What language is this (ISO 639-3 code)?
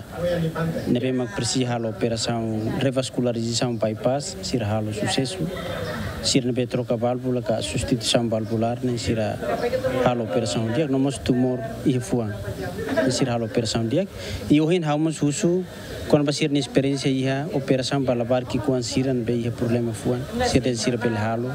tet